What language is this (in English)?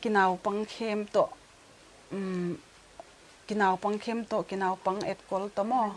Paite Chin